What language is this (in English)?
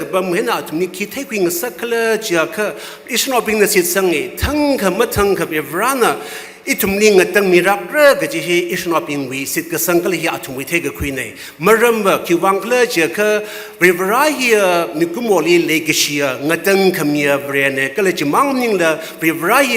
Tangkhul Naga (India)